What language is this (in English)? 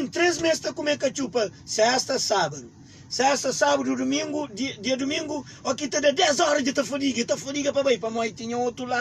Kabuverdianu